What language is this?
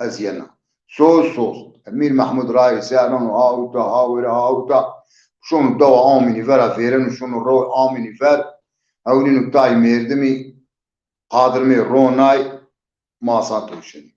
Zaza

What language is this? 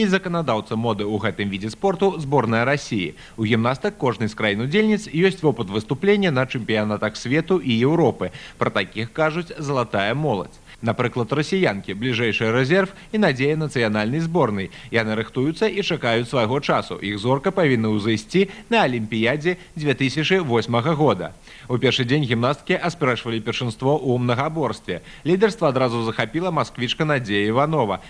Belarusian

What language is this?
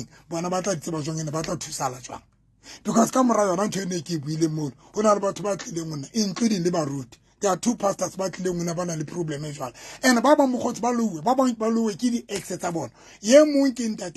Southern Sotho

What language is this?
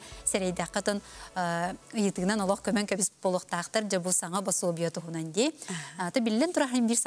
Yakut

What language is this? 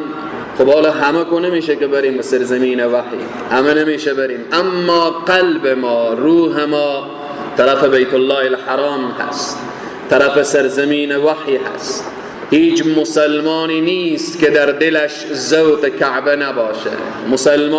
Persian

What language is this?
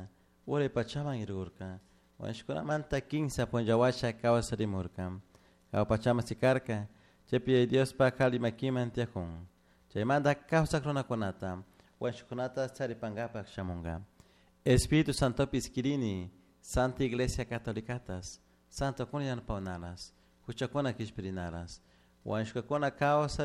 Chimborazo Highland Quichua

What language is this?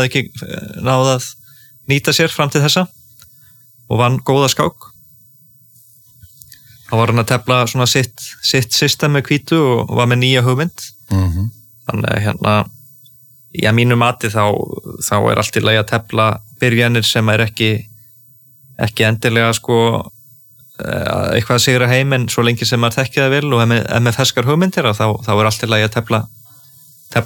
Icelandic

